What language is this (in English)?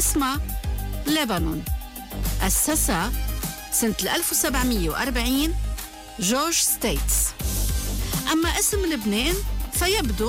Arabic